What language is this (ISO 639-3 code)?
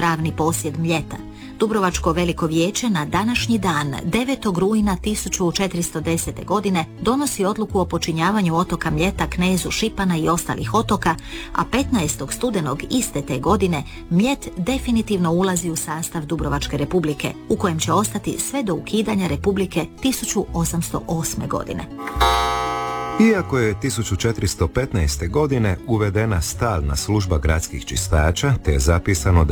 hrv